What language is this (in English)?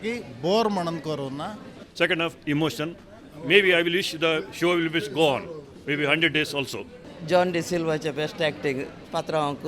Konkani